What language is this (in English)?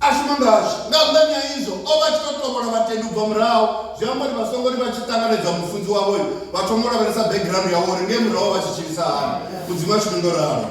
Venda